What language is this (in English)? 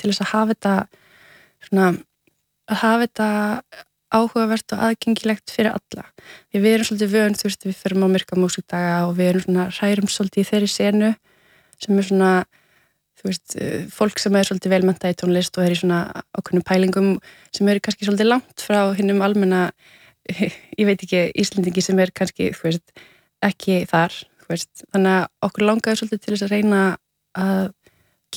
Icelandic